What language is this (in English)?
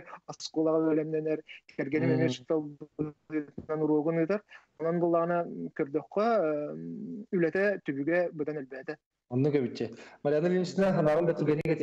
Yakut